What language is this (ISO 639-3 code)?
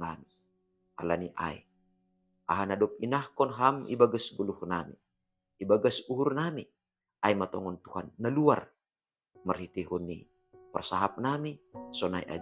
bts